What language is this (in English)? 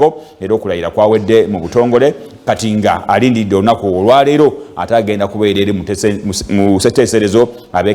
Ganda